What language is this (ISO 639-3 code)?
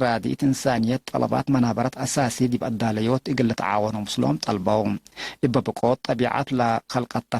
tig